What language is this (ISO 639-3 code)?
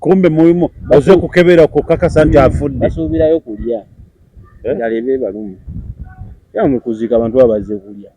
lug